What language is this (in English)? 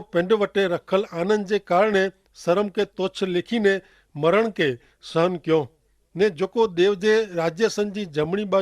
Kachhi